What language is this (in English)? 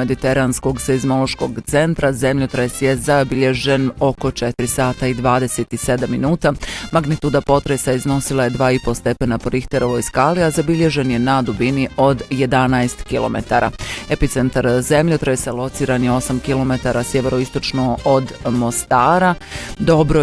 Bosnian